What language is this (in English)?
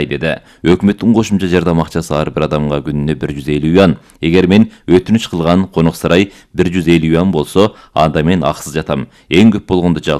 Kyrgyz